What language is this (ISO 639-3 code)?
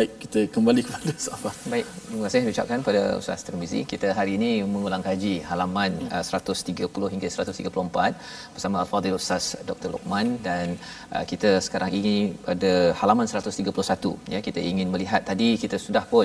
msa